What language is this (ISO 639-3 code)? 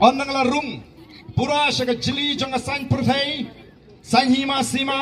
kha